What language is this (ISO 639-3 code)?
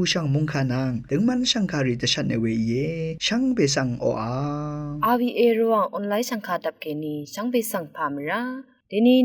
raw